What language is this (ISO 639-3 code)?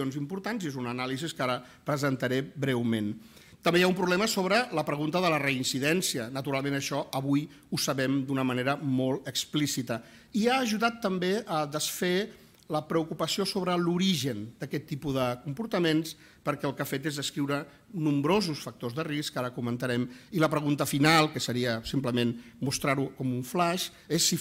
cat